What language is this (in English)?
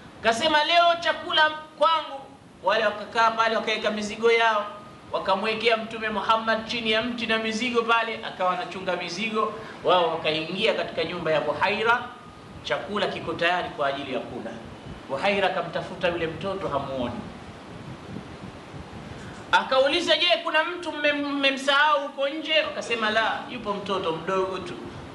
Swahili